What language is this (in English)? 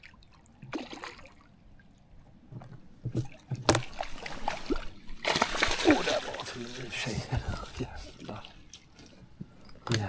Swedish